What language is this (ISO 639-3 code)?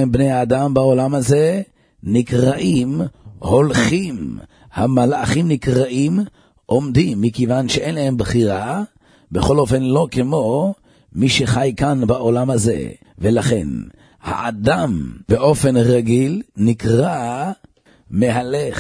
heb